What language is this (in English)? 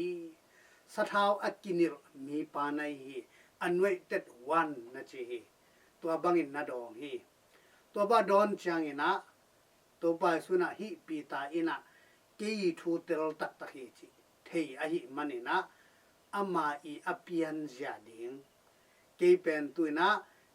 Tedim Chin